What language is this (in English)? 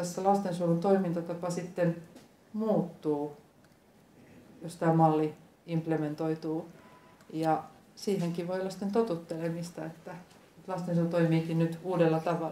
Finnish